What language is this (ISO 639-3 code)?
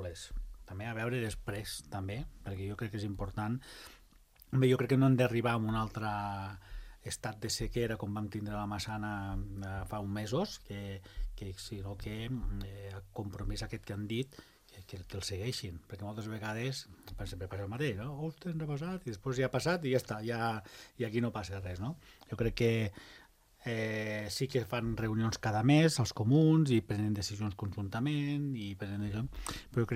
cat